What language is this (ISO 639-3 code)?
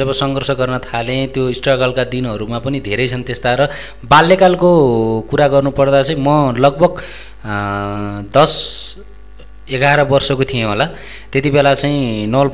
nep